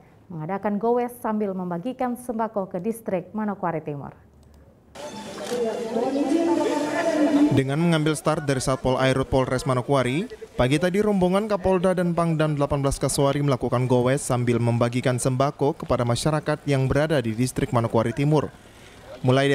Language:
Indonesian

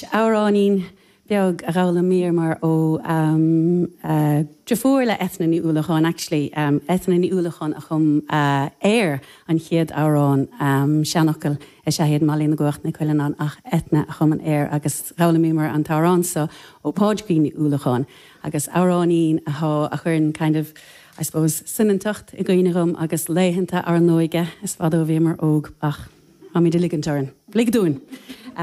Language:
Irish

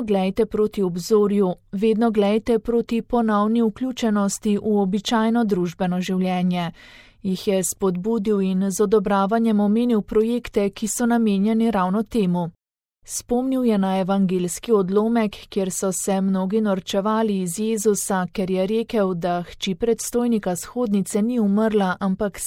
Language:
Slovenian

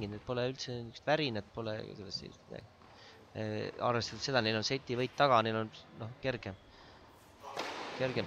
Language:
Estonian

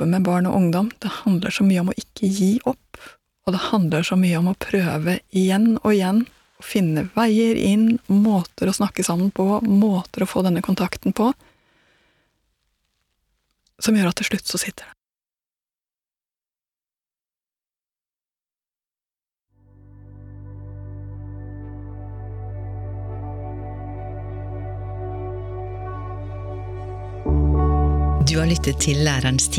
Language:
Norwegian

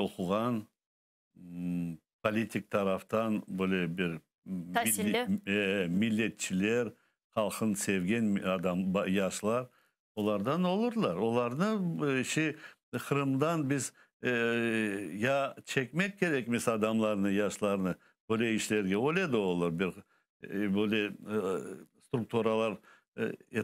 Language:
Crimean Tatar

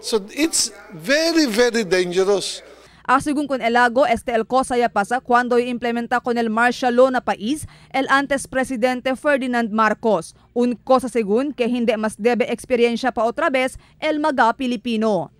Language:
Chavacano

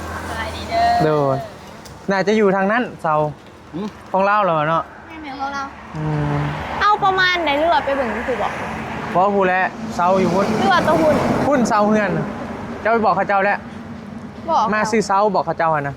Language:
Northeastern Thai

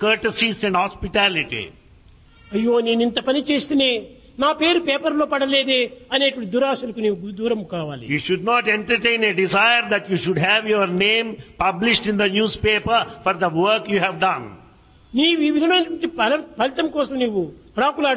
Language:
Telugu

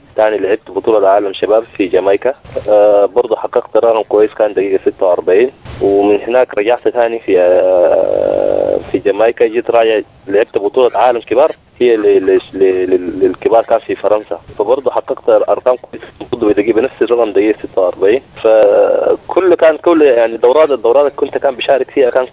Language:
Sudanese Arabic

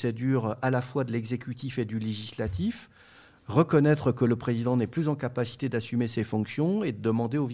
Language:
French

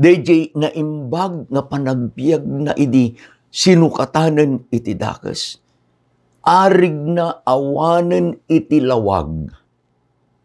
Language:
Iloko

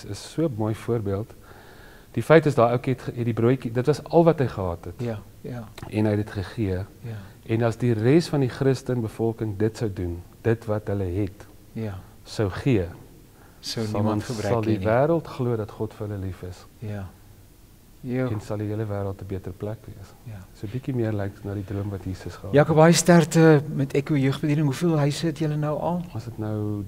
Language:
Afrikaans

